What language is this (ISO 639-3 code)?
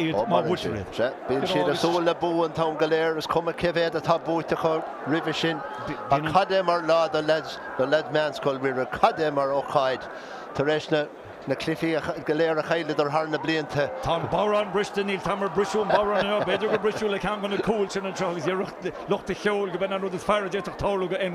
gle